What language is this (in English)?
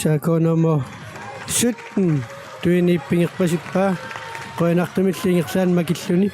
Kalaallisut